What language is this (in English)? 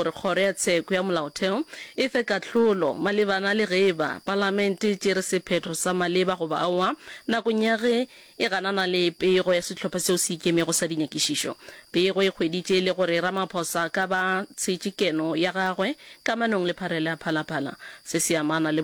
Northern Sotho